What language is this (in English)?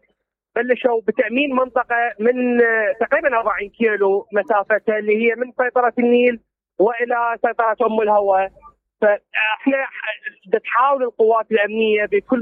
Mesopotamian Arabic